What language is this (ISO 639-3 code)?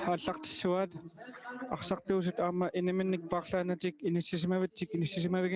kal